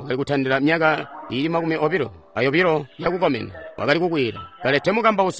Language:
Tonga (Zambia)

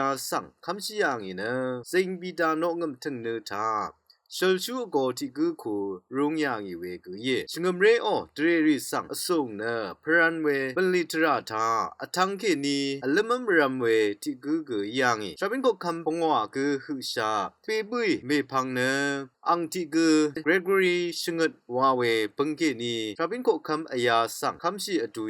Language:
Rawang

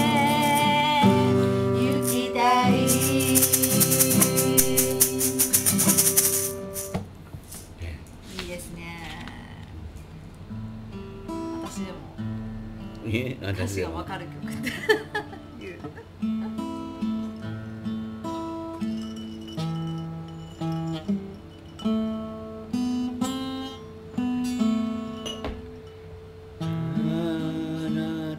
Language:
Japanese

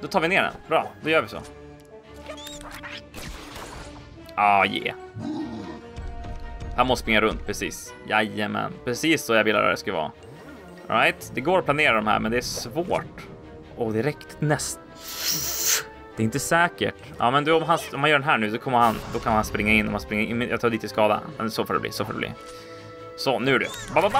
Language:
Swedish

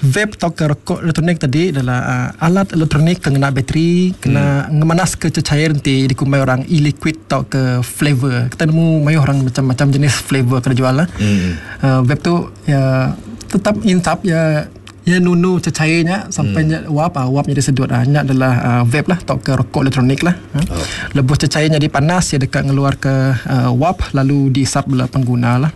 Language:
Iban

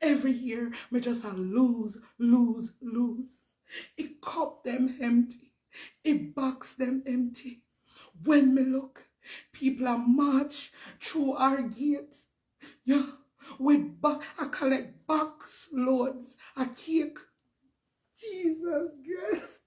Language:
Jamaican Creole English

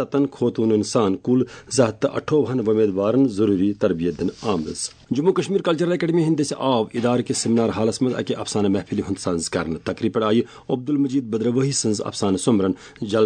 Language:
Kashmiri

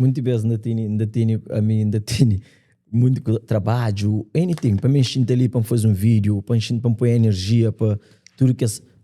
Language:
Kabuverdianu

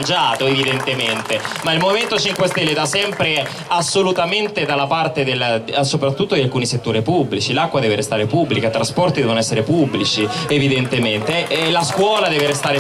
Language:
Italian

